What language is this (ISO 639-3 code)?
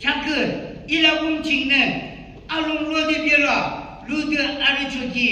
yim